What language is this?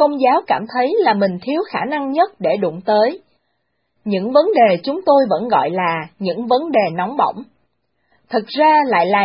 Vietnamese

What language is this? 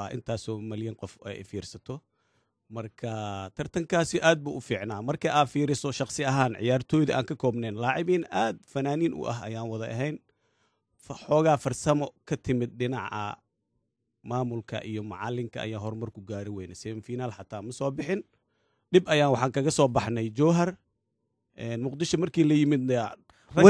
Somali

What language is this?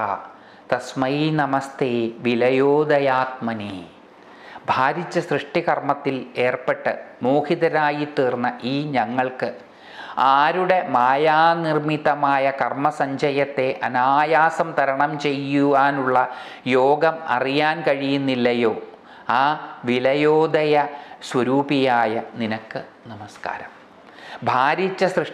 Malayalam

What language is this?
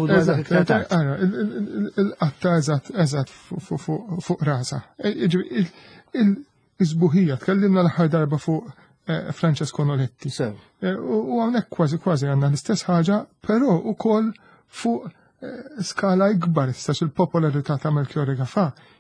Maltese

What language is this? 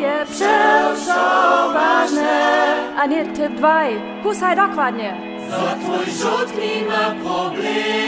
Upper Sorbian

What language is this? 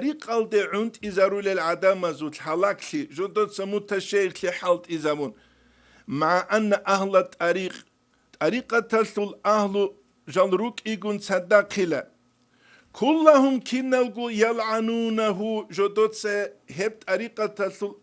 Avaric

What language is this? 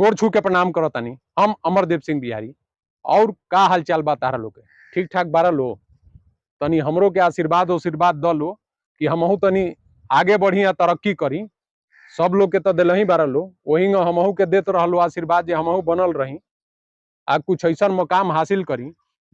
Bhojpuri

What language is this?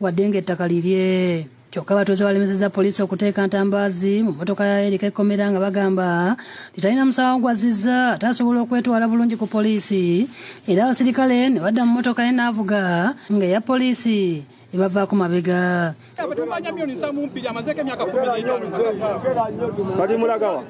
Ganda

